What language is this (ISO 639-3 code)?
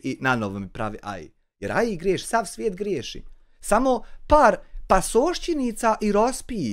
bos